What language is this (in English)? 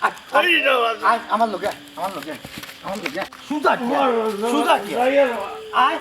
Sylheti